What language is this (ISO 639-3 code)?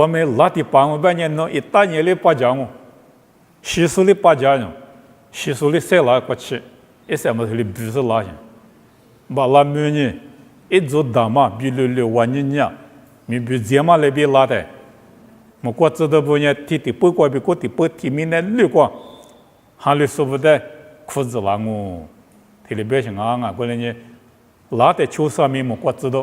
lis